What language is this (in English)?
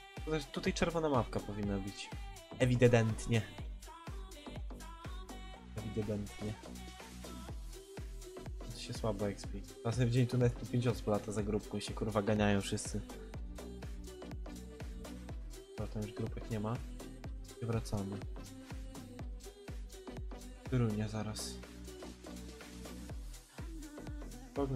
Polish